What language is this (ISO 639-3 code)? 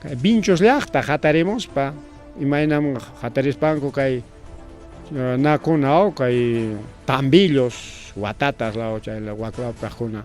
quy